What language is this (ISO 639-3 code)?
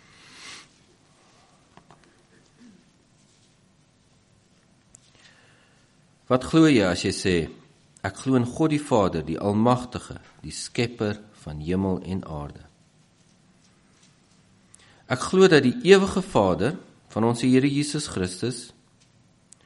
afr